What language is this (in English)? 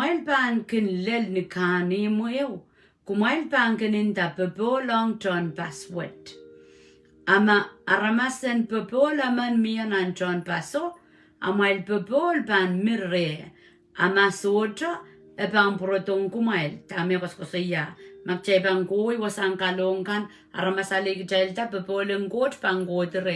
Pohnpeian